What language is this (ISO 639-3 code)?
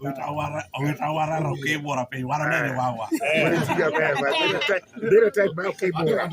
laj